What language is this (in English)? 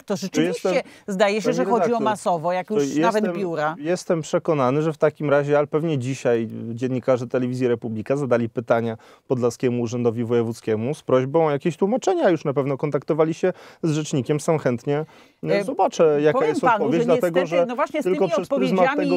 Polish